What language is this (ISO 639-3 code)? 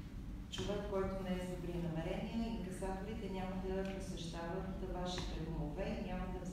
bul